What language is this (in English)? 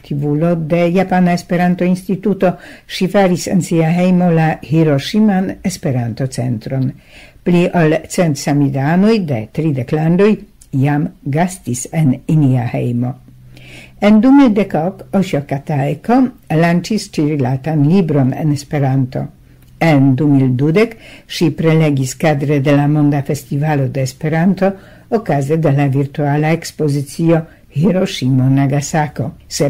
Esperanto